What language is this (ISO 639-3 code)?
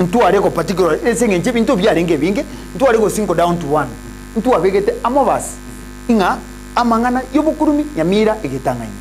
guz